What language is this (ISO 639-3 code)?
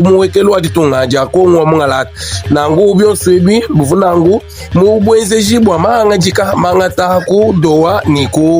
lua